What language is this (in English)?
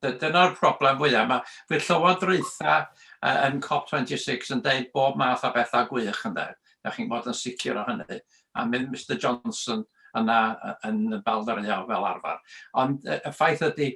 Welsh